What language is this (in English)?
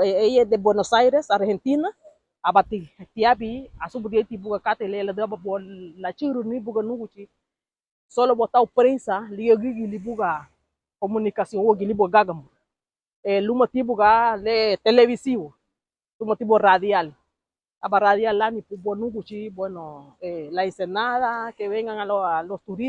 Garifuna